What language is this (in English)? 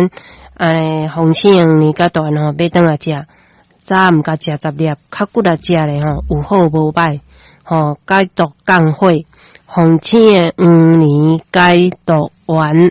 Min Nan Chinese